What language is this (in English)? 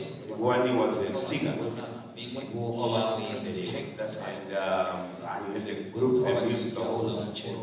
Venda